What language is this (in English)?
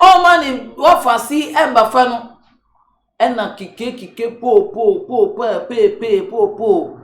Akan